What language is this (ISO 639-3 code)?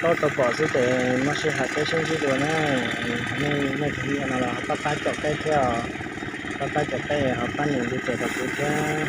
hmn